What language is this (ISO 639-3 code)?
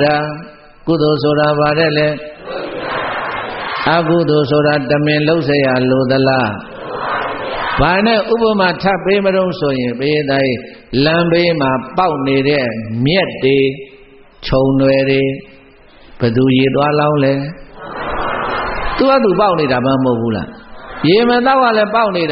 mya